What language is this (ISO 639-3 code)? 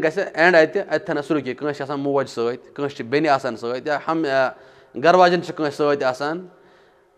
kas